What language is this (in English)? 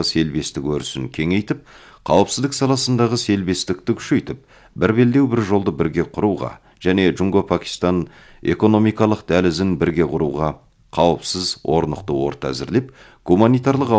Kazakh